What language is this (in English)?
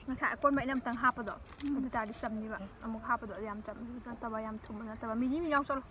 Manipuri